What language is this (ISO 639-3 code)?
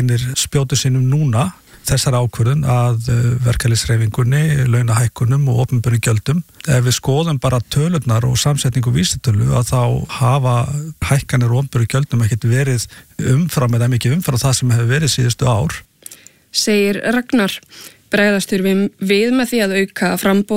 isl